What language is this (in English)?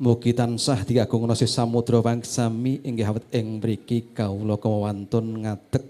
Javanese